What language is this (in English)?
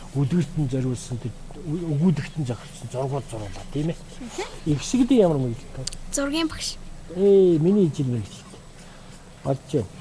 Mongolian